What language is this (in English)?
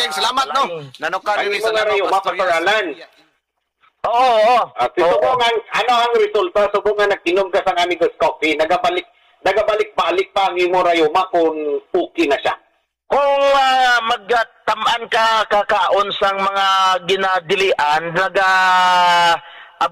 Cebuano